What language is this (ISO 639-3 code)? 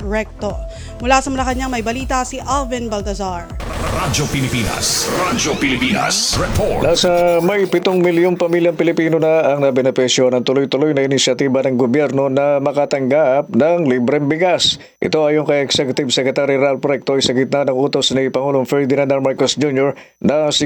fil